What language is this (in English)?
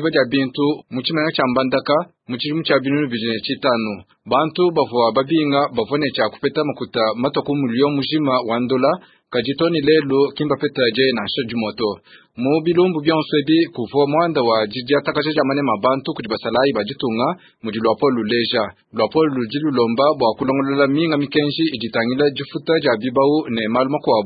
Luba-Lulua